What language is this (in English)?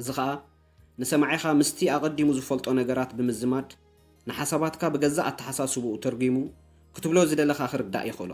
Tigrinya